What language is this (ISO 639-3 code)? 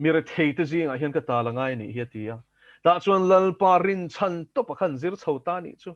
lus